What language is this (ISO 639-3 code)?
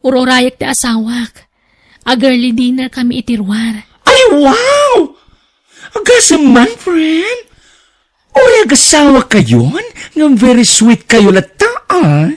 ilo